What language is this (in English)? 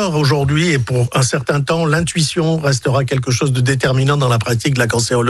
French